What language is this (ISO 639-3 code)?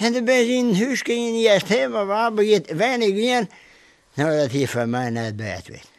fry